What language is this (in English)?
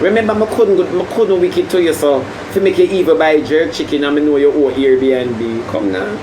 Jamaican Creole English